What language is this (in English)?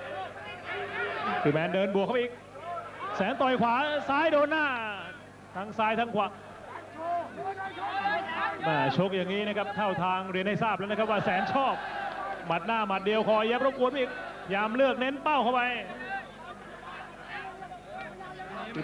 Thai